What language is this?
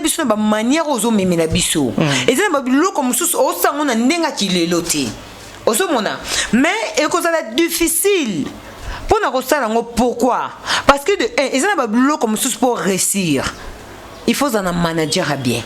Lingala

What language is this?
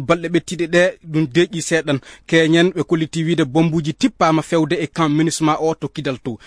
Maasina Fulfulde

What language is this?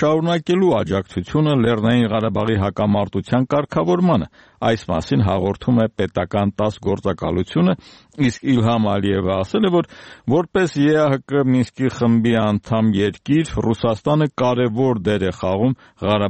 Armenian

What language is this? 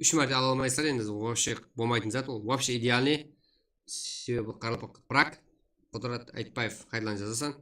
Kara-Kalpak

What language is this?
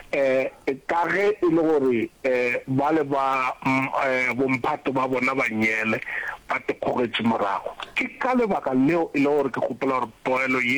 Northern Sotho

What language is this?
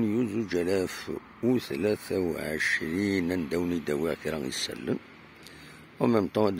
Kabyle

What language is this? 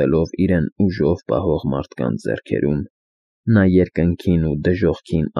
Armenian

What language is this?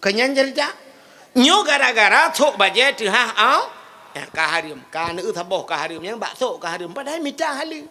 Achinese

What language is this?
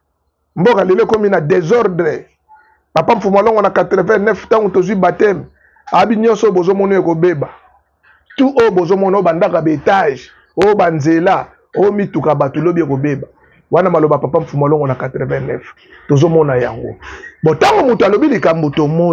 Lingala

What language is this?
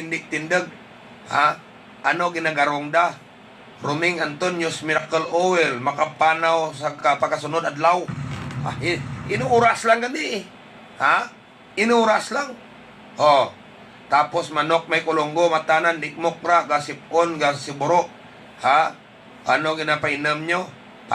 Hiligaynon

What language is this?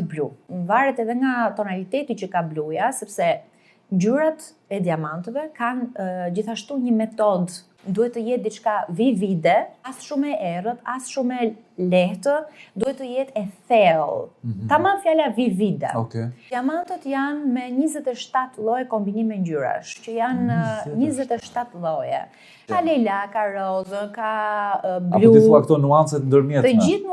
Albanian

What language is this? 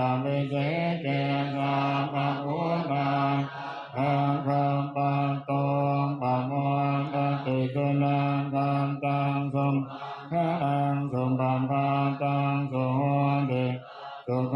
Pali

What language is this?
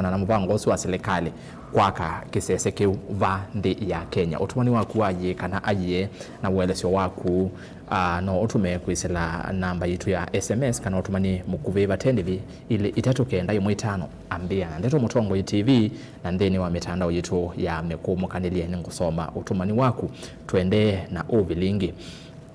Kamba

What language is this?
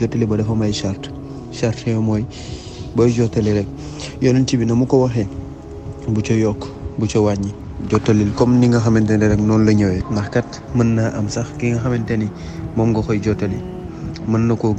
Wolof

